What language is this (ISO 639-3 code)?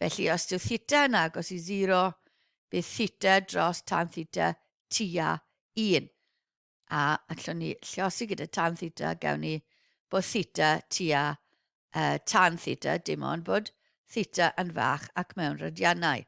cym